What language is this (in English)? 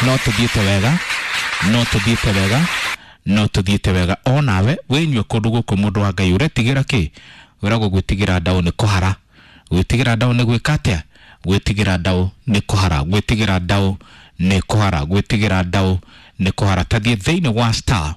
Kikuyu